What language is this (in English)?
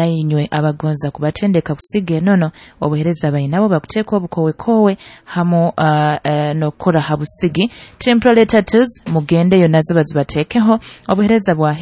Nyoro